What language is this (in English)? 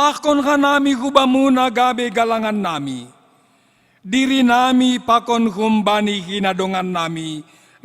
Batak Simalungun